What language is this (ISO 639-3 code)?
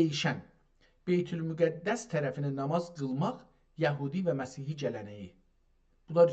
azb